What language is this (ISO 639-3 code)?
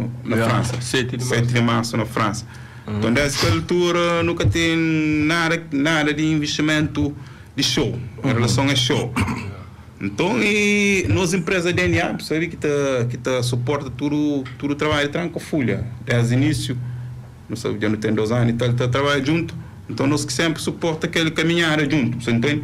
kea